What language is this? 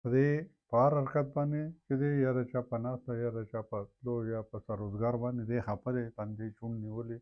Pashto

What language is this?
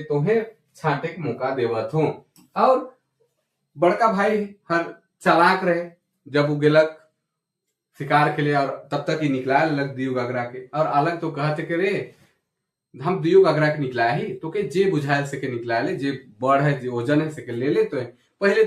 Sadri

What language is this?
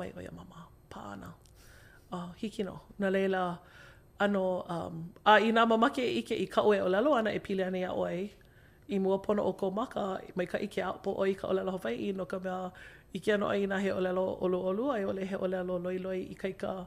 Hawaiian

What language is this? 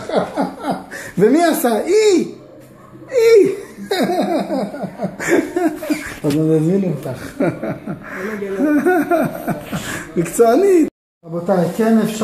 Hebrew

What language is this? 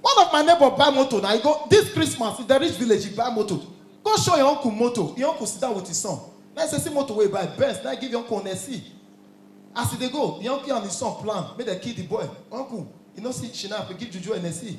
Nigerian Pidgin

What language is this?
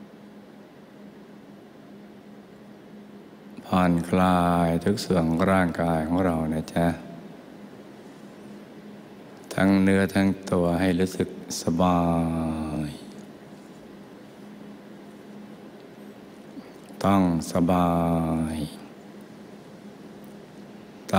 Thai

